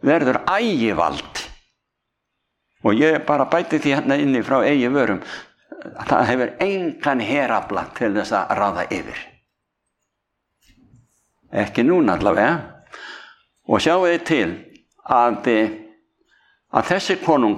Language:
Icelandic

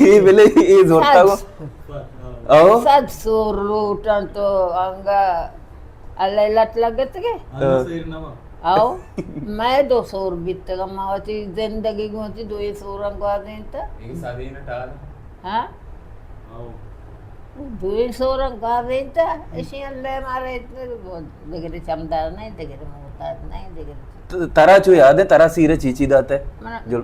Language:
Baluchi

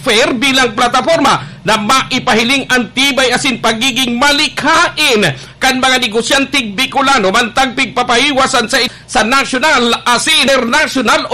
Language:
Bikol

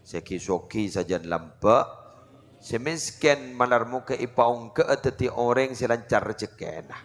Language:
Madurese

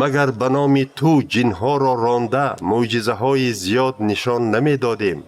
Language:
Tajik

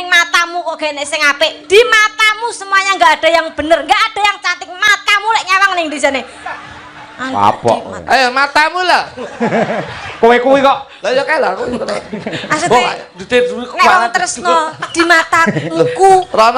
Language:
Javanese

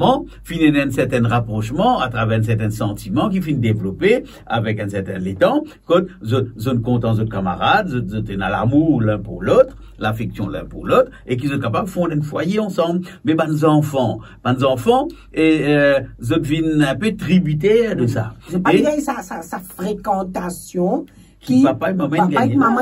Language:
Morisyen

